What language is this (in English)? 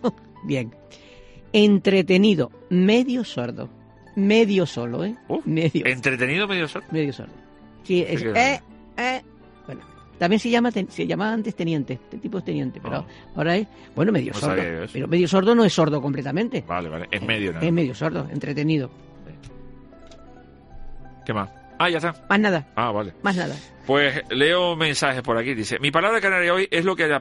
Spanish